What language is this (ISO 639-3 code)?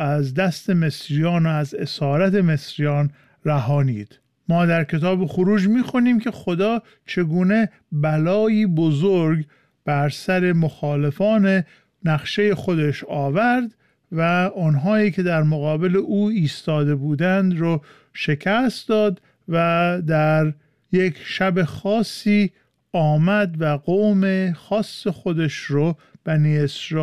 fas